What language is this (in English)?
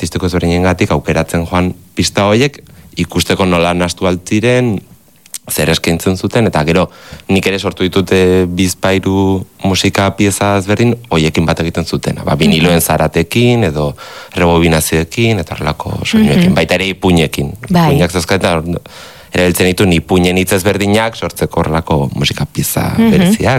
Basque